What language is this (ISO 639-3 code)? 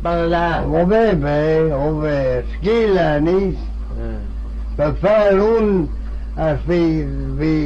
glv